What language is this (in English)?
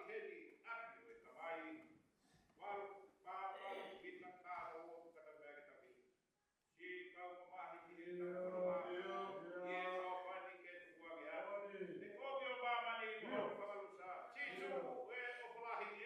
Tongan